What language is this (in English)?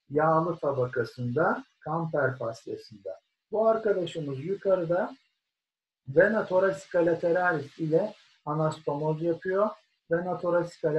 Turkish